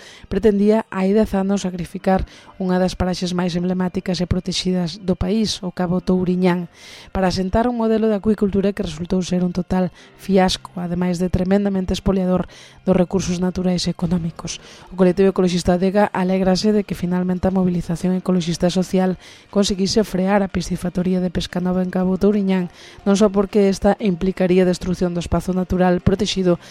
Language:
Galician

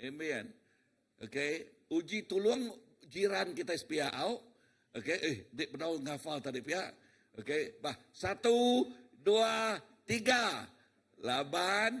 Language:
Iban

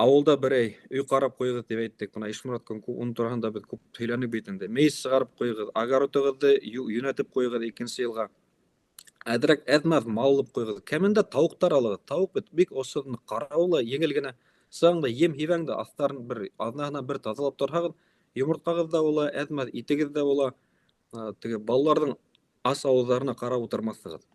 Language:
Bashkir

